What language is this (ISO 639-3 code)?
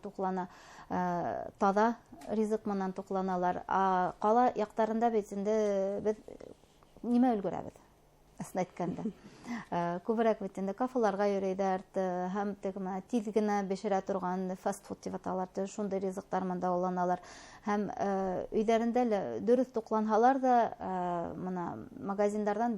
bak